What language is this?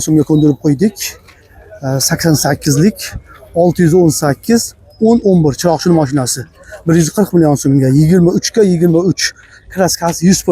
Uzbek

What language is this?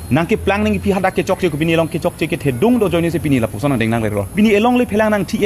Karbi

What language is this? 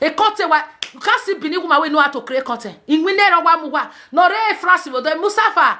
Nigerian Pidgin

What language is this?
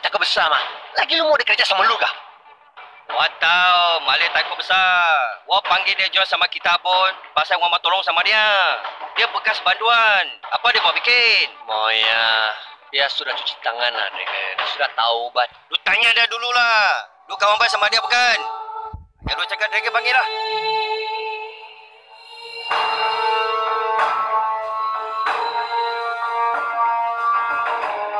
Malay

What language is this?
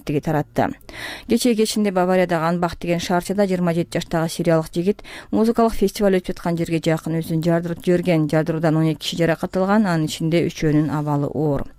Kyrgyz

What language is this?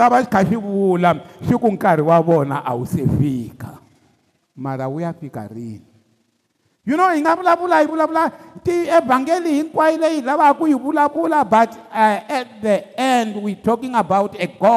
Tsonga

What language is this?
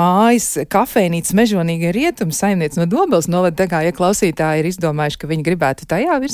Latvian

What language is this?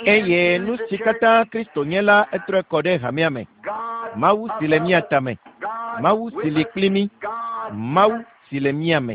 Ewe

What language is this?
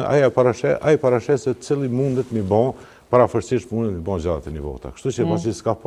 Albanian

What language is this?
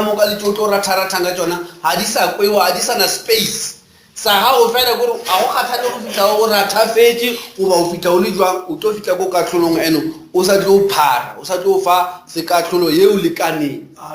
Northern Sotho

